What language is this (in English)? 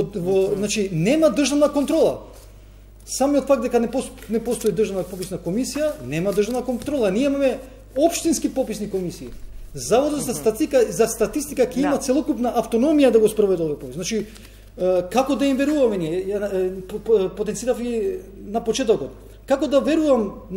Macedonian